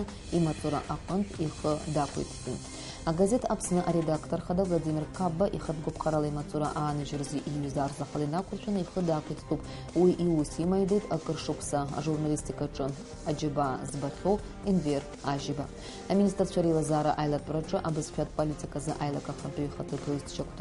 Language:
Abkhazian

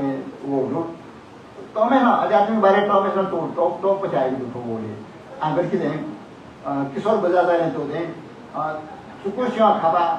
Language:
Newari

